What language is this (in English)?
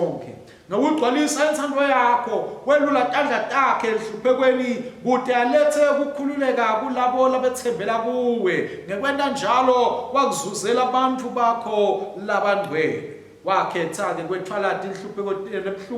Swati